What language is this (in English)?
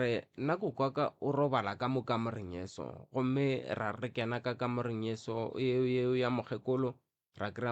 Northern Sotho